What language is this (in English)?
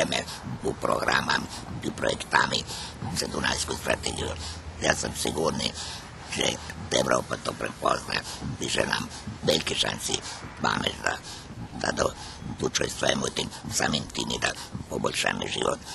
Rusyn